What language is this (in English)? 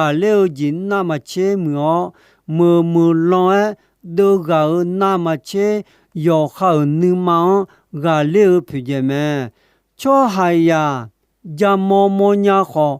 Akha